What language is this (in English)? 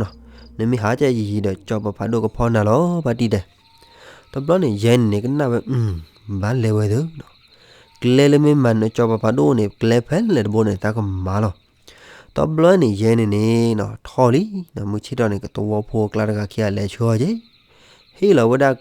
S'gaw Karen